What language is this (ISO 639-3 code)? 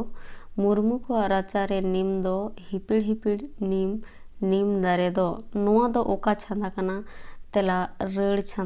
sat